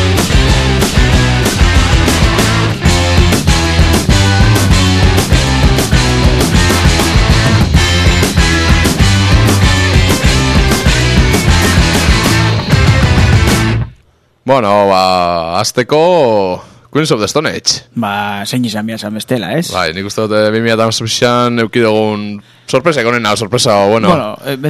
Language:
Basque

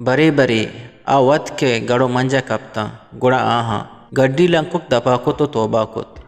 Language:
Eastern Balochi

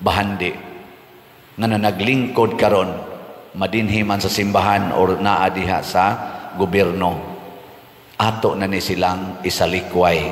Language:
Cebuano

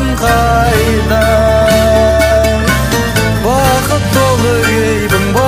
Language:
Kazakh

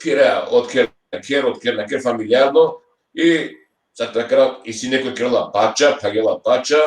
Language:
Balkan Romani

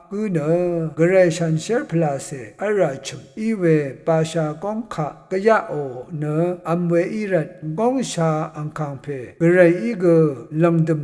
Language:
Rawang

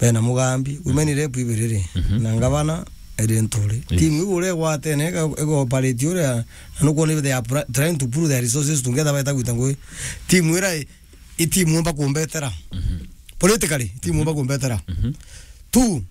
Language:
Meru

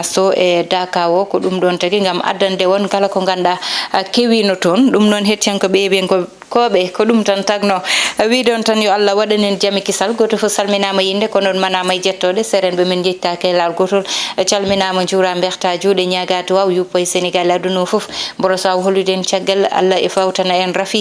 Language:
Fula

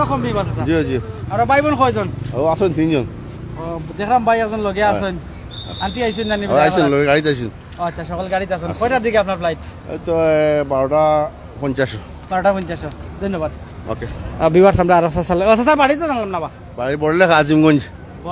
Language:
Sylheti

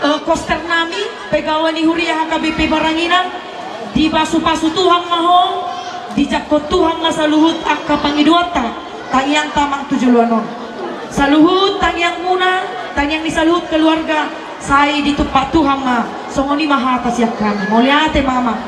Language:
Batak Toba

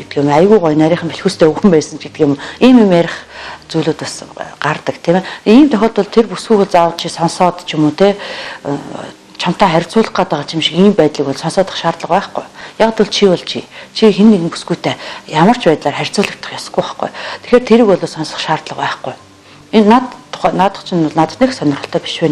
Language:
Mongolian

